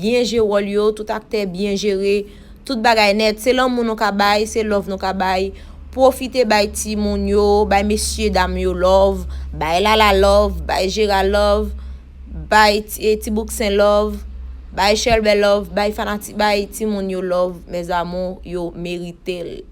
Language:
Haitian Creole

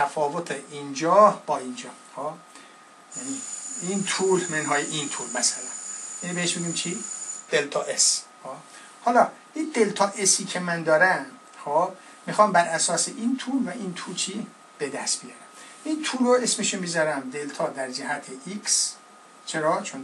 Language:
Persian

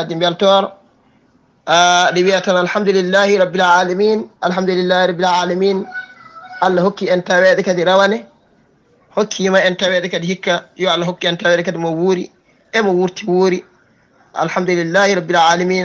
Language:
Fula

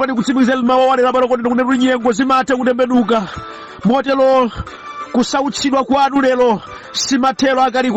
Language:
Nyanja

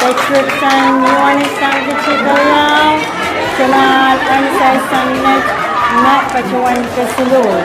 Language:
Pohnpeian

